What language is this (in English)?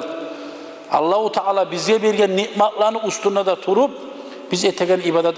Kumyk